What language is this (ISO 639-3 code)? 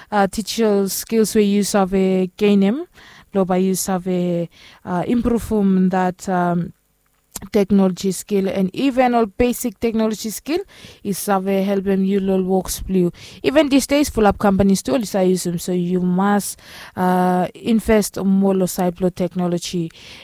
bis